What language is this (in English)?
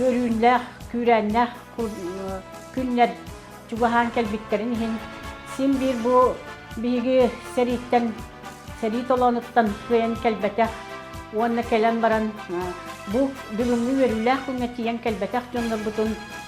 Yakut